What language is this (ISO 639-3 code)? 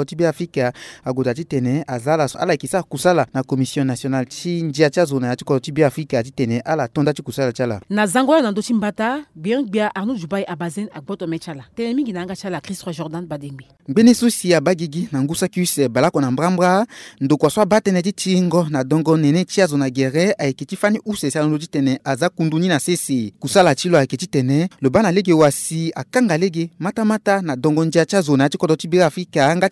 sag